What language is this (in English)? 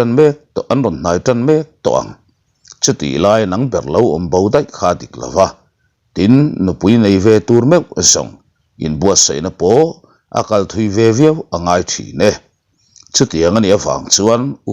Mizo